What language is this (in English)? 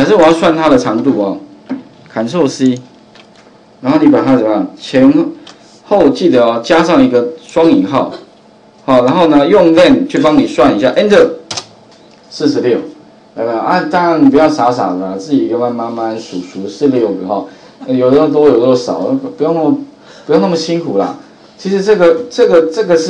Chinese